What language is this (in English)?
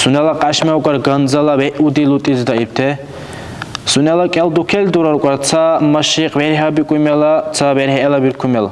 Dargwa